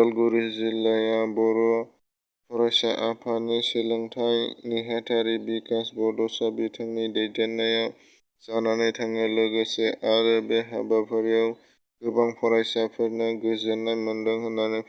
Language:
Bodo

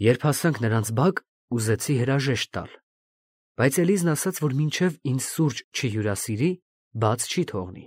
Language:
Armenian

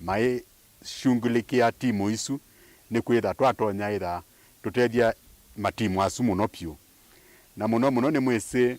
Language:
Kamba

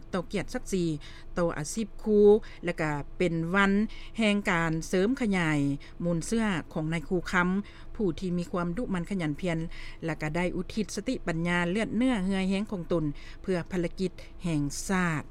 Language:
Lao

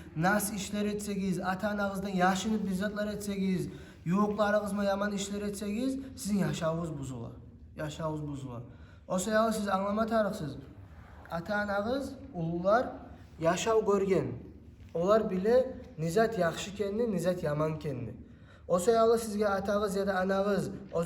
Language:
Kumyk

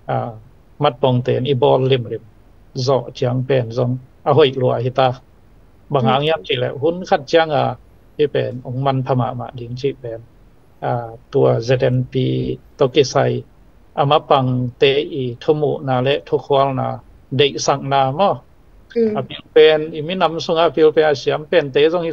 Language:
Tedim Chin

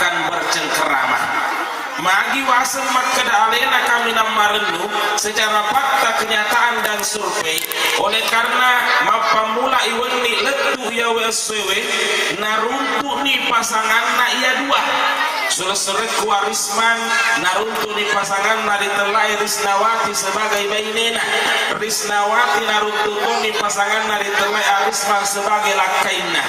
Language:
Buginese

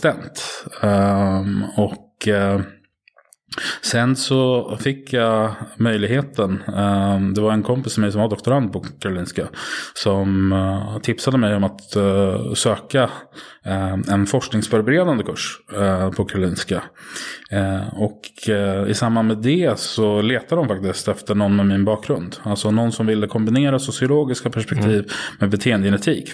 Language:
Swedish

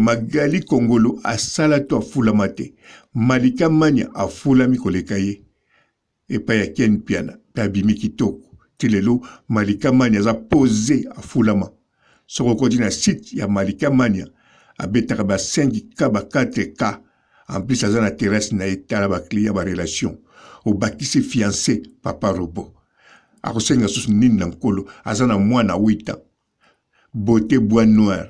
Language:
Lingala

